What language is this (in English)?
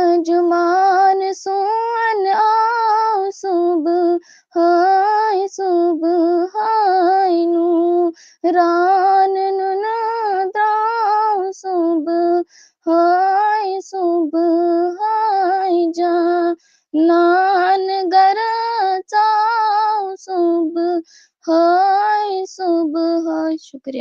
Kashmiri